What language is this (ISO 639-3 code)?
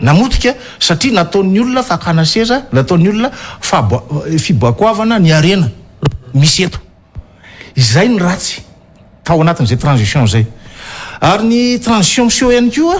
mlg